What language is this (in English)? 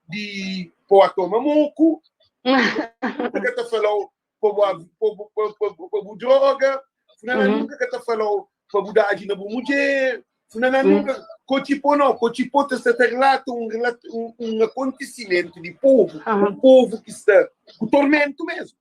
Kabuverdianu